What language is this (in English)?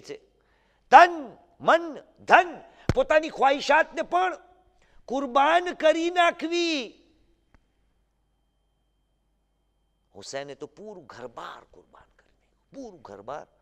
Gujarati